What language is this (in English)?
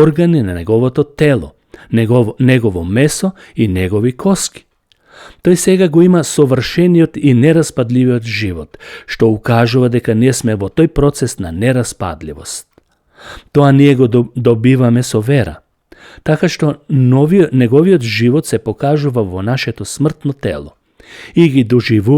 Macedonian